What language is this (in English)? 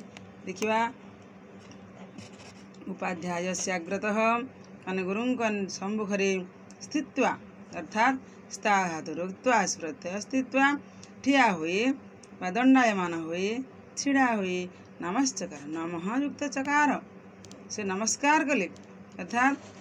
Odia